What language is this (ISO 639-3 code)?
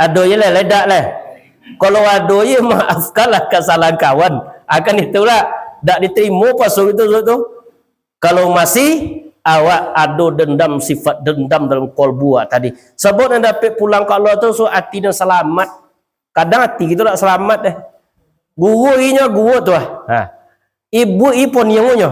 min